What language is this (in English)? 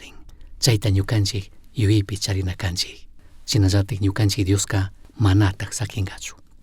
Chimborazo Highland Quichua